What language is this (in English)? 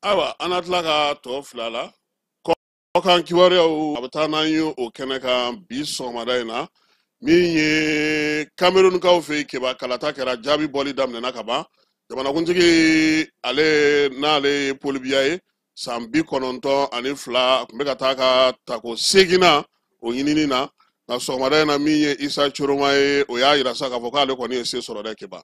Bambara